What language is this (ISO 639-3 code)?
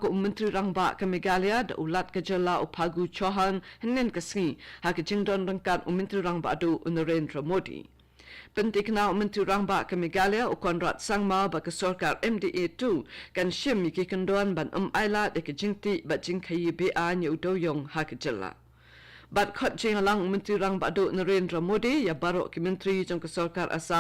kha